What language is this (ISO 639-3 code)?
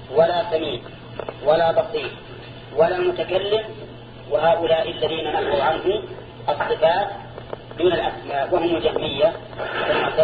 ara